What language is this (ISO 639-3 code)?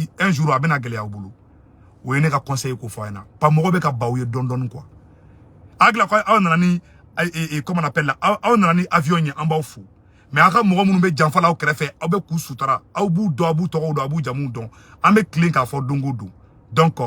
bam